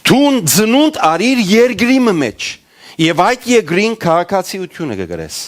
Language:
Western Armenian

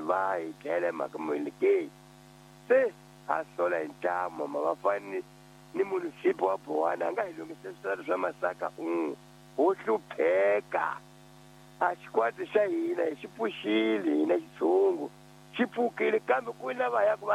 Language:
Tsonga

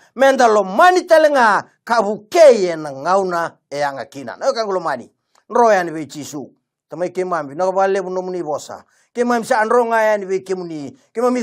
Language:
Fijian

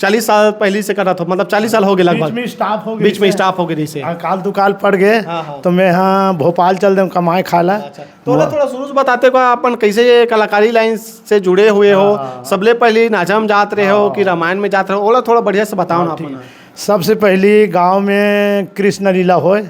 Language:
Chhattisgarhi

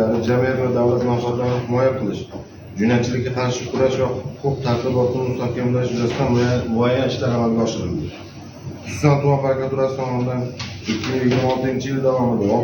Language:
Uzbek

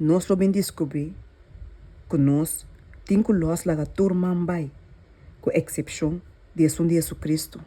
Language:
Papiamento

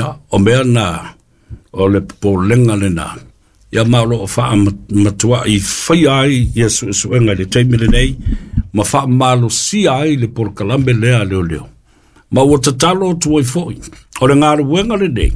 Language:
Samoan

